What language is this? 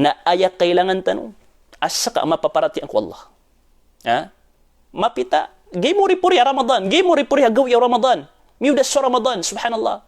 Maranao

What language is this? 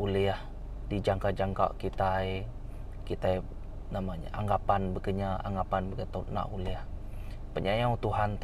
Iban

